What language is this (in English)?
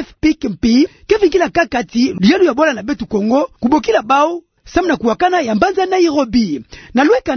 Kituba (Democratic Republic of Congo)